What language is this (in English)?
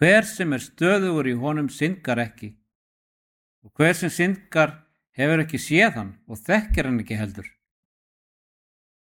Icelandic